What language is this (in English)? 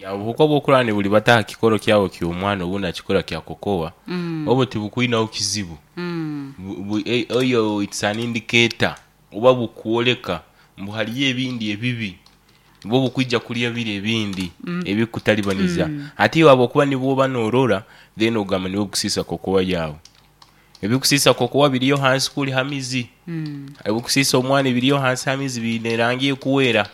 Nyoro